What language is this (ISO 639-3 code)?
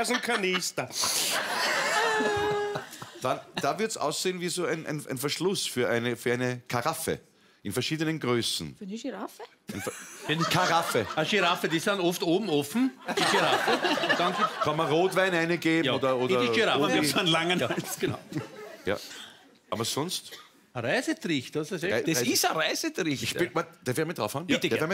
deu